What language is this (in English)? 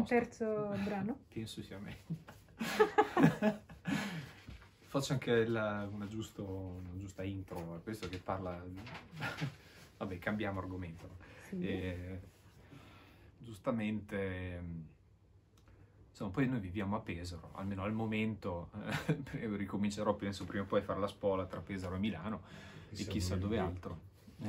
Italian